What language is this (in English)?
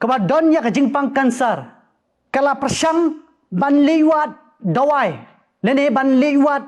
Khasi